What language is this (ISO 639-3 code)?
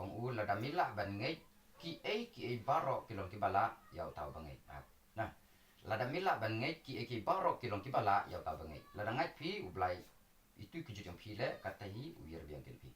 kha